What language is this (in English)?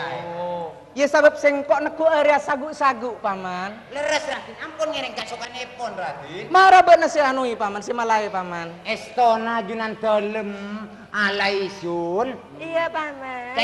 Madurese